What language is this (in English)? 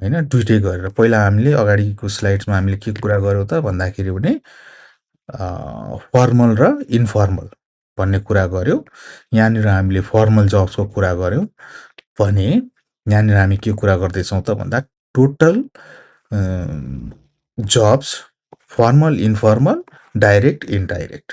Nepali